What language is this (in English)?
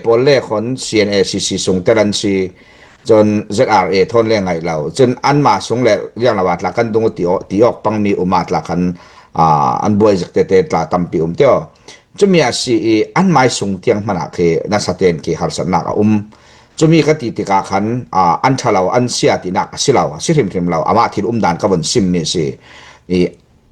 Falam Chin